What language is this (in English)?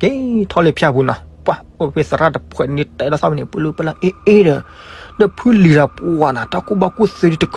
S'gaw Karen